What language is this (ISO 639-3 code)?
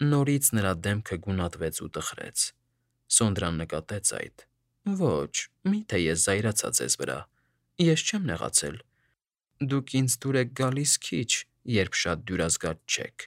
hye